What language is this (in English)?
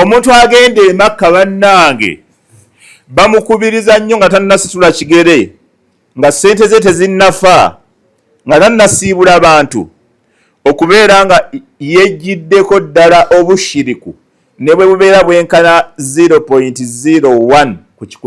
Ganda